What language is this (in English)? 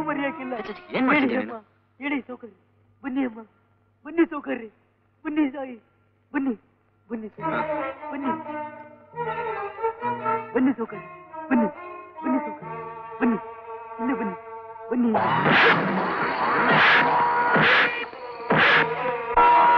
Kannada